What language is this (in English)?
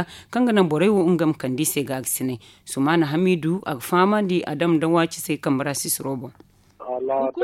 Zarma